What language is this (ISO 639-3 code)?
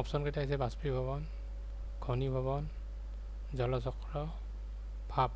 asm